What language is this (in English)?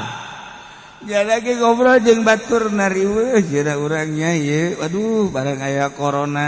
Sundanese